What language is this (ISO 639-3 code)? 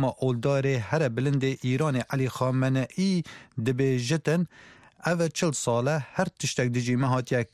kur